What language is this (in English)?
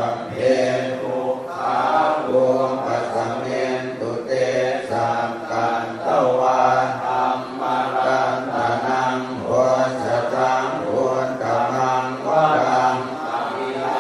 Pali